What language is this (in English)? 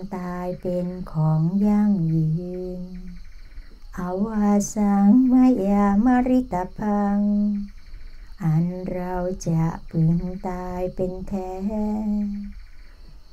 Thai